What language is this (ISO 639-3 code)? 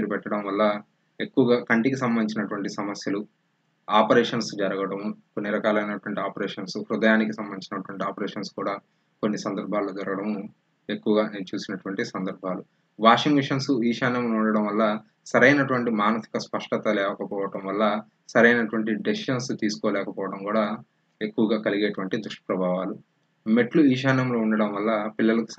tel